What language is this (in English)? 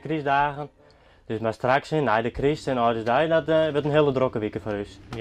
Western Frisian